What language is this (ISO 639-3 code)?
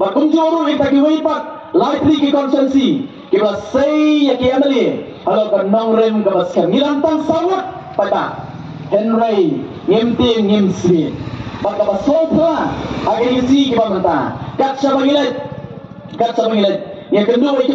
kha